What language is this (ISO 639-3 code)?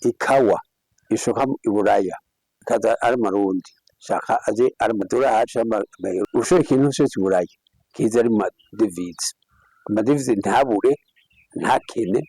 run